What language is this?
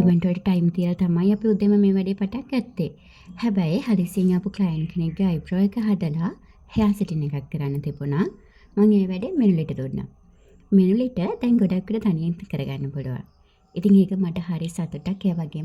Sinhala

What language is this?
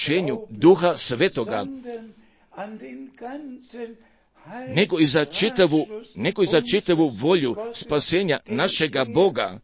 Croatian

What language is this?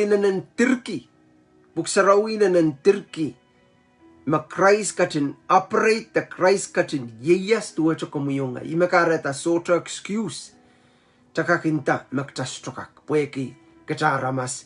Pohnpeian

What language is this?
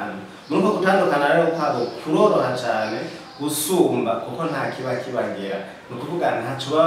Rundi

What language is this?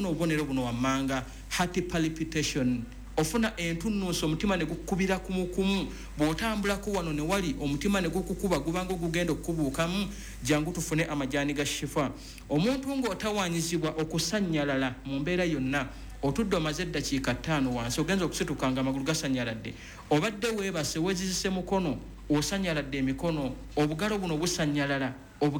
Ganda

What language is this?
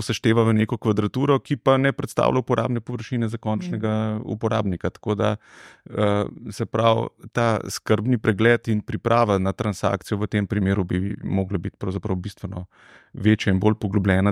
Slovenian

